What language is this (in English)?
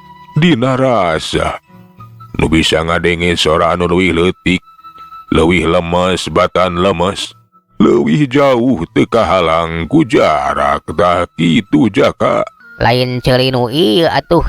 Sundanese